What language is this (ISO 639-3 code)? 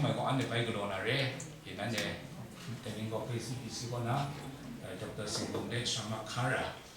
kac